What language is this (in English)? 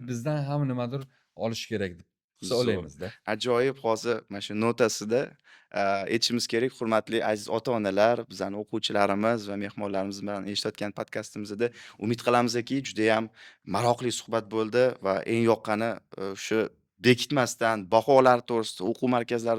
Uzbek